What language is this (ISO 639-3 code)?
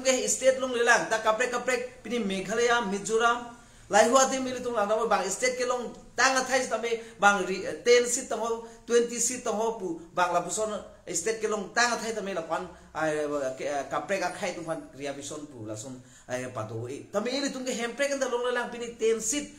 mjw